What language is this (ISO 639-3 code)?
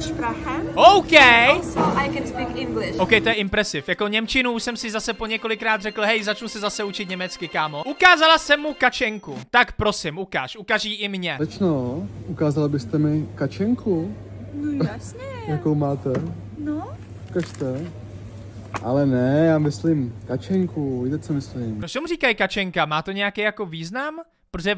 ces